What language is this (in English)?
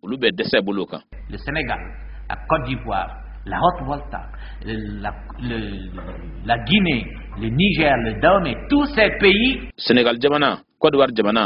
Bambara